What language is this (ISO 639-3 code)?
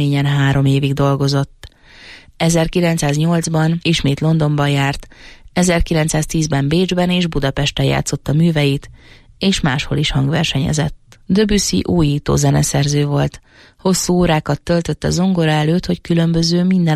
hun